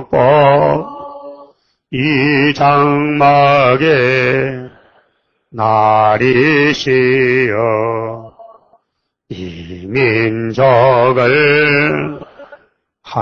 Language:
Korean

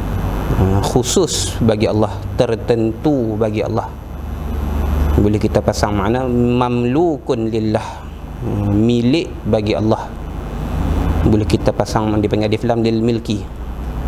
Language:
Malay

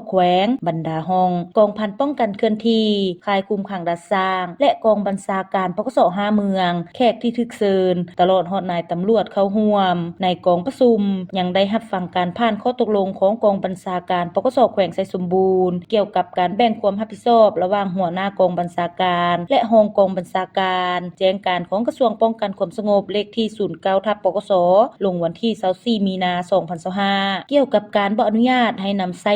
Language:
Lao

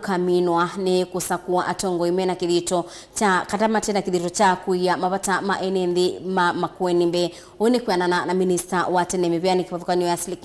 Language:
Kamba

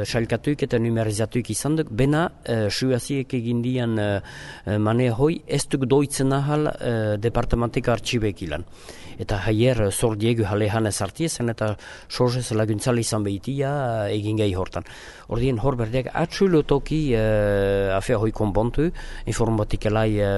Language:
Basque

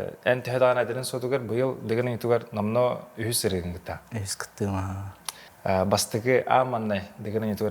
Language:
Yakut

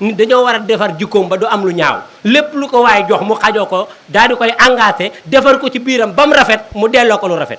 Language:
Wolof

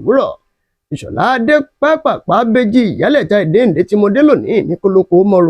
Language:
Yoruba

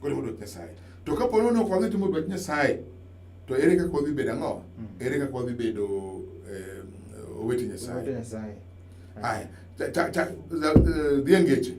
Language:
Luo (Kenya and Tanzania)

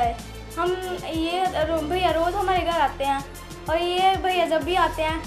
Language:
Punjabi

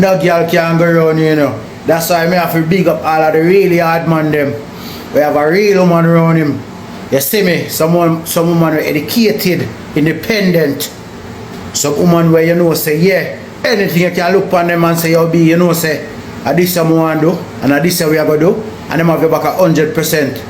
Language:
Jamaican Creole English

